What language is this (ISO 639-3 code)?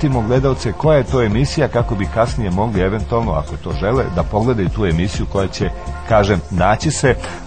srp